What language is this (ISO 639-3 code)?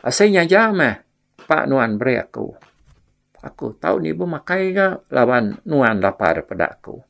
iba